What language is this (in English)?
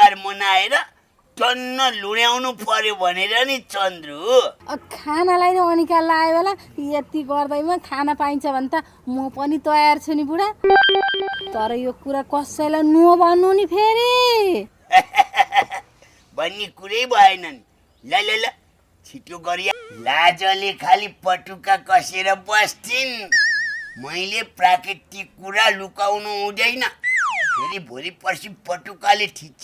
Nepali